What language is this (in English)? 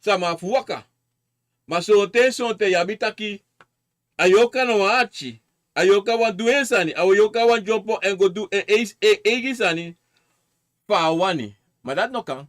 Sranan Tongo